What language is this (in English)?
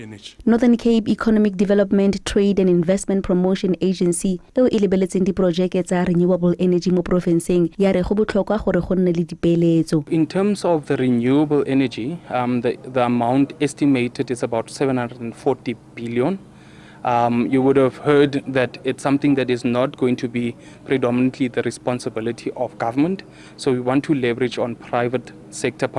Tswana